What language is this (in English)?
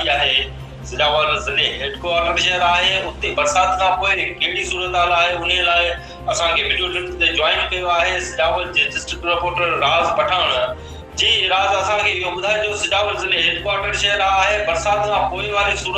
Sindhi